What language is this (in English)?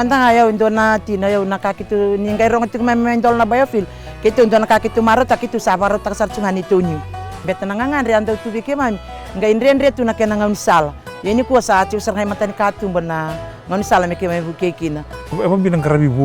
Fijian